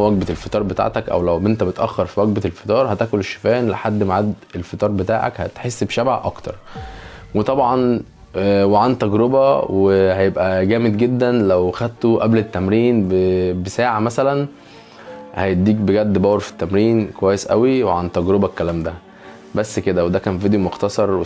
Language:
Egyptian Arabic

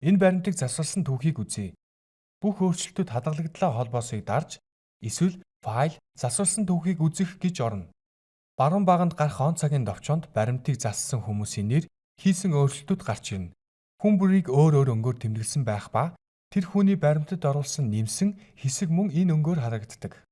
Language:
Mongolian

